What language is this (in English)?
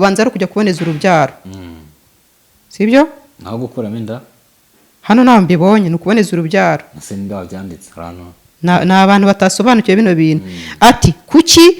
Kinyarwanda